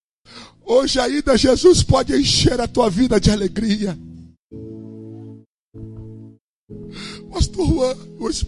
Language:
Portuguese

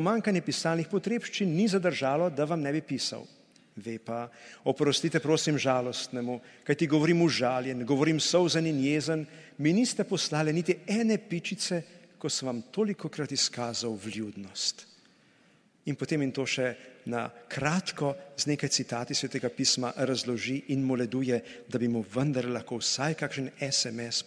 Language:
Slovenian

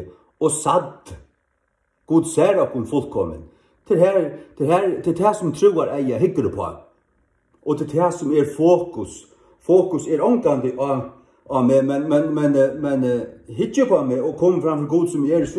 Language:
Faroese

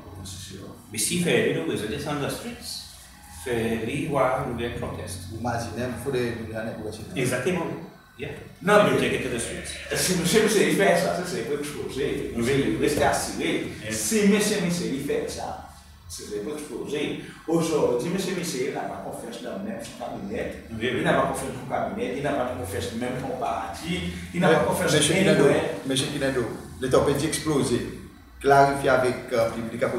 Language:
Seselwa Creole French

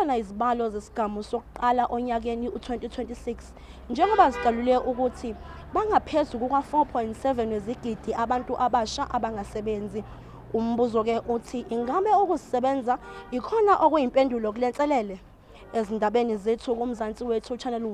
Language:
Zulu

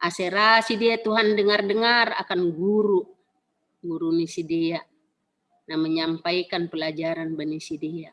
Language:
Batak Simalungun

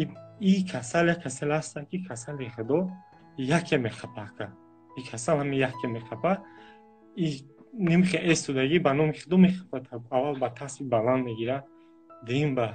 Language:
Tajik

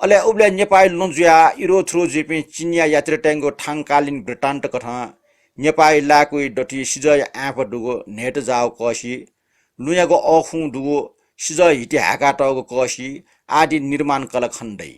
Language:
Newari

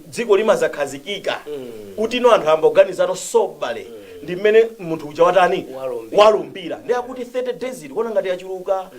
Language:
Nyanja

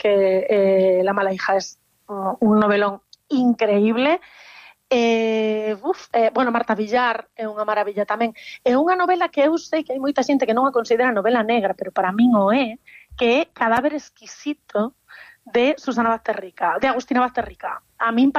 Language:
Galician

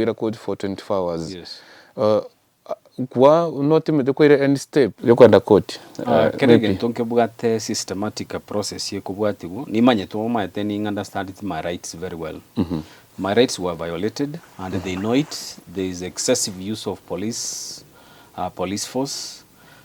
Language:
Gusii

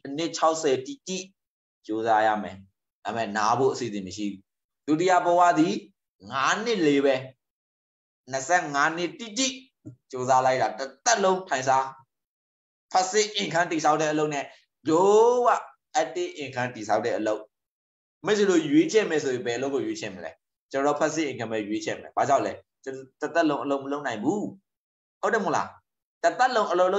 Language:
Burmese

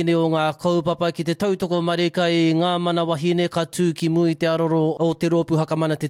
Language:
Māori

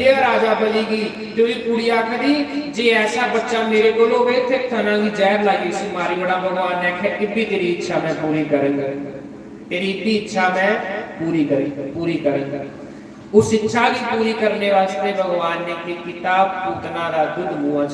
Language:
Dogri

